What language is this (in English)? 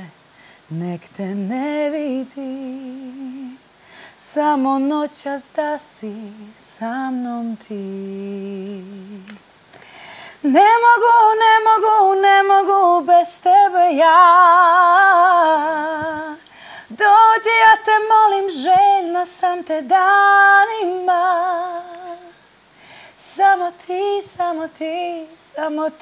Serbian